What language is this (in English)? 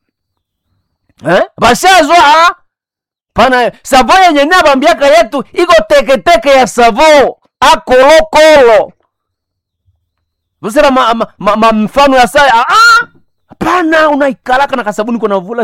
Swahili